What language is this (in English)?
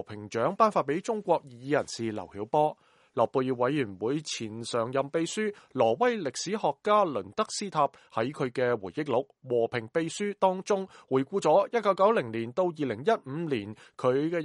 Cantonese